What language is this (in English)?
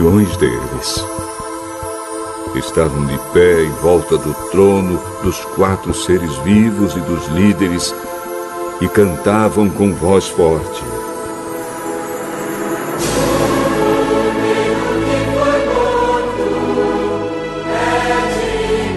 Portuguese